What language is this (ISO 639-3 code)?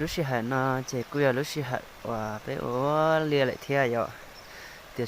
hmn